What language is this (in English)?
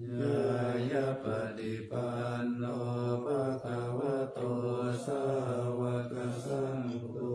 Pali